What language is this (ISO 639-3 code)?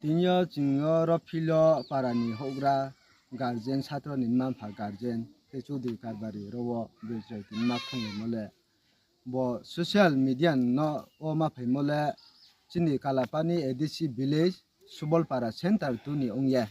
ria